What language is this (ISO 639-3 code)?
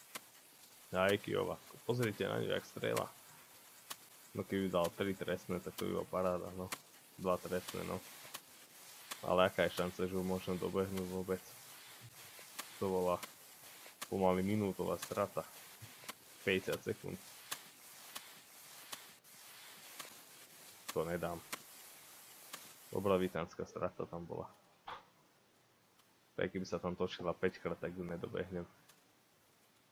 slk